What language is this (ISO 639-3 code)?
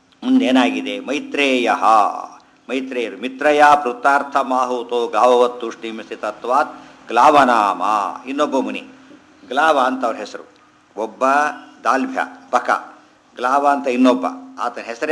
kan